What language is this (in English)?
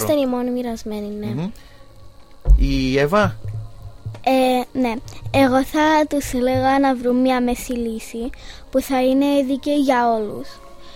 Greek